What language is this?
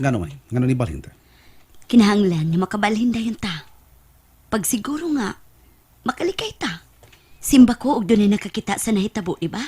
Cebuano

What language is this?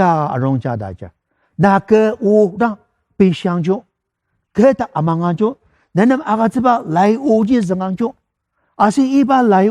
Ao Naga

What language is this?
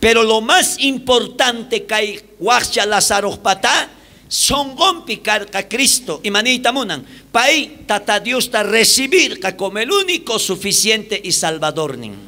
South Bolivian Quechua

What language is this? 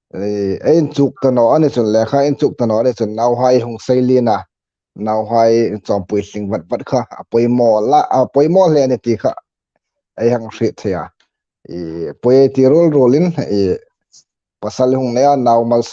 Hmar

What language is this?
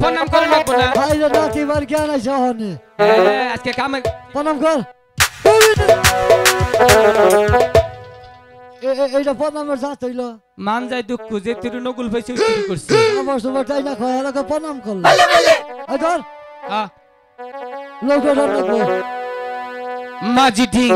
Bangla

